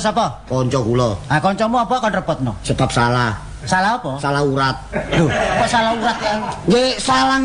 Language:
Javanese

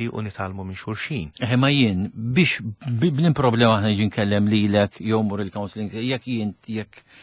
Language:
Maltese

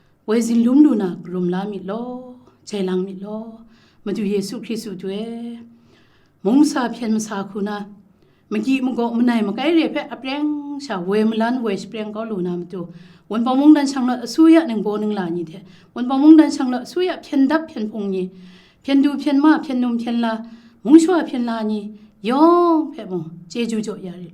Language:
Kachin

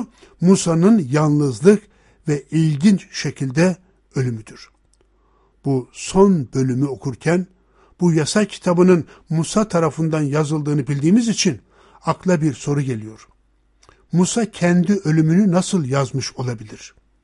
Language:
Turkish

